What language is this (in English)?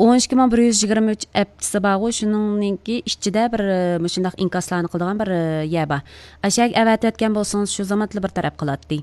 Uyghur